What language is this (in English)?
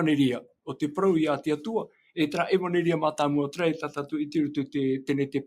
Tahitian